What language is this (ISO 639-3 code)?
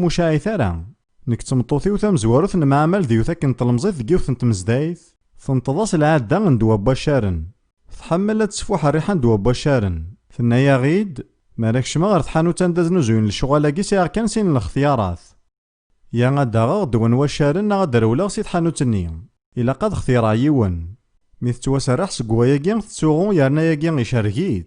kab